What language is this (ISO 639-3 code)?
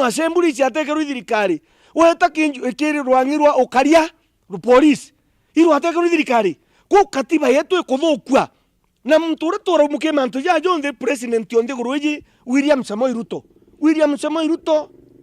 mer